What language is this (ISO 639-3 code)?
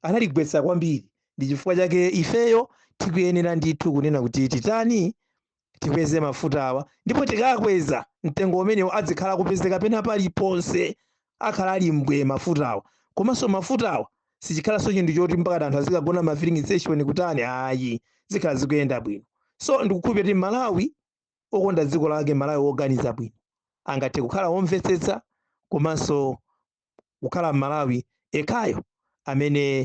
nya